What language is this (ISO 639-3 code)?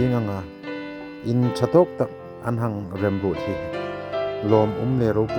hmr